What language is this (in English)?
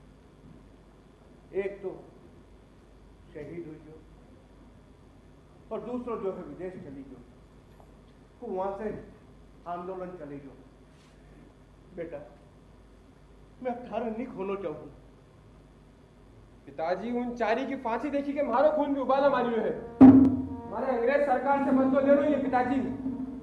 Hindi